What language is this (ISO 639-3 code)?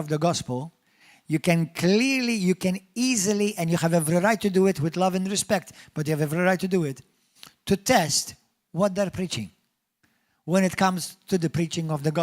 eng